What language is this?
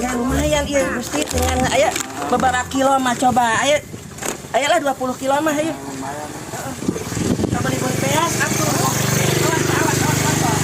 Sundanese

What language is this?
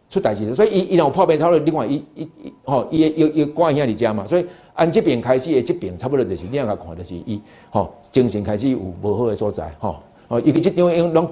Min Nan Chinese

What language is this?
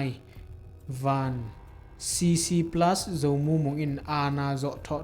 Tedim Chin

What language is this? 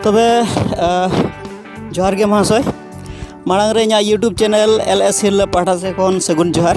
Santali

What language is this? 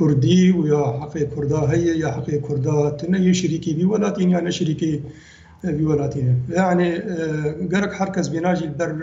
Kurdish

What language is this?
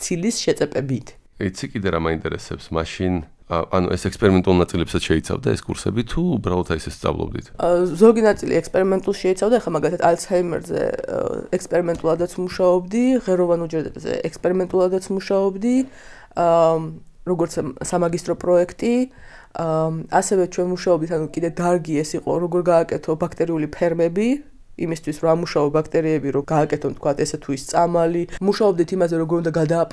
Georgian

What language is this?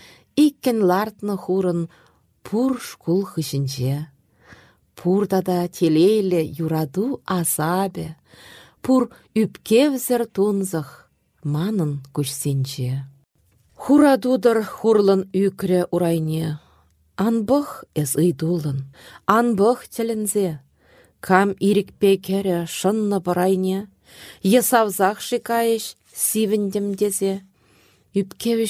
Chuvash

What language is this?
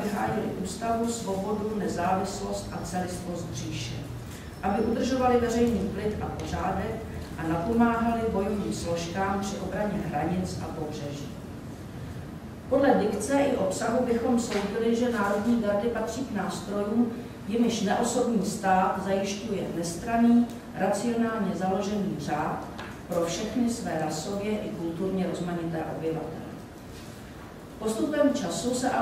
Czech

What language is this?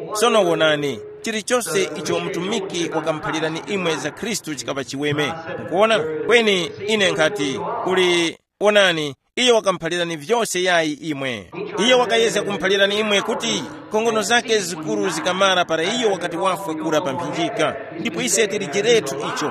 Tumbuka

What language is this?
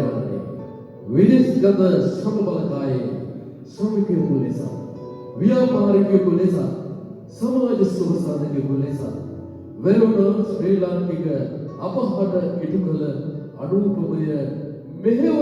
Sinhala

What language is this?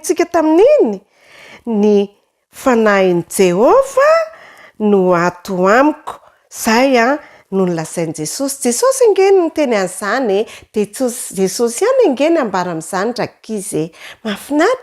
Malagasy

